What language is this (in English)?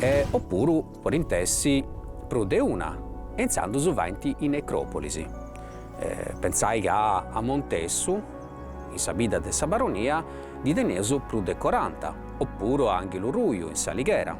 Sardinian